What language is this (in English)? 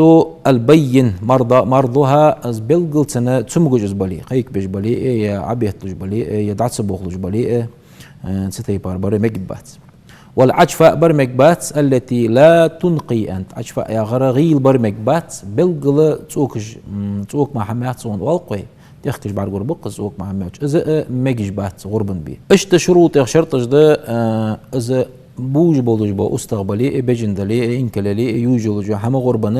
Ingush